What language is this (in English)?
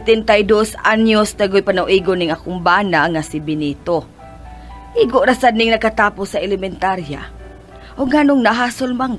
Cebuano